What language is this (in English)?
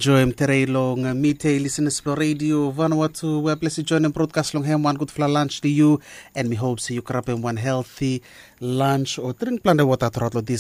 Bislama